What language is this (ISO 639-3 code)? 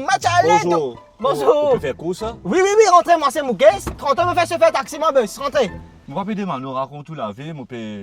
mfe